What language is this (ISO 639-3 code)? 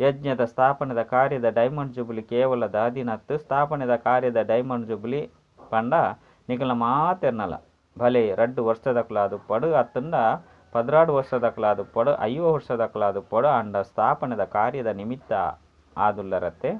tcy